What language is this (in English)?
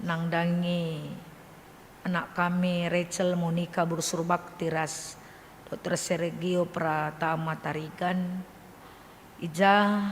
Batak Karo